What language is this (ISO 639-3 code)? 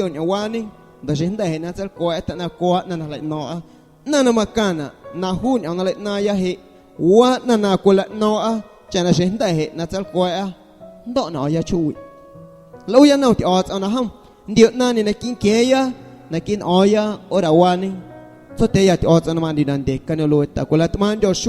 amu